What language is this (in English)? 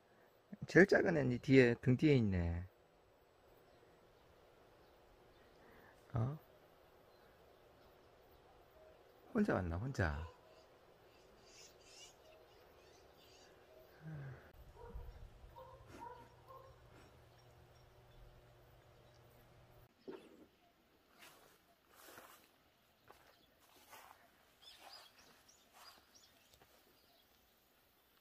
Korean